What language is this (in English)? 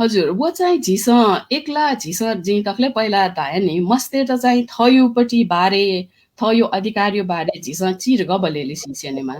Newari